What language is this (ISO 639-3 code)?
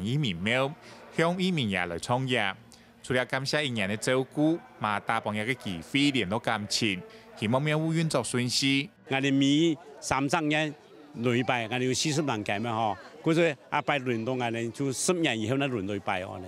hak